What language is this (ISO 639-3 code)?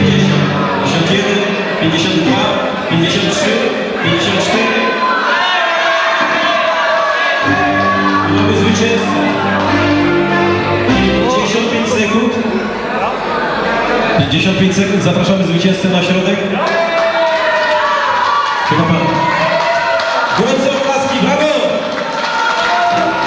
pol